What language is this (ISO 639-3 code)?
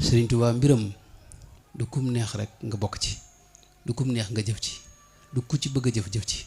wol